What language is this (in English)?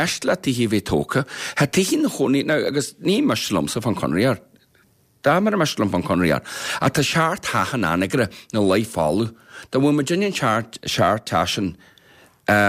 Irish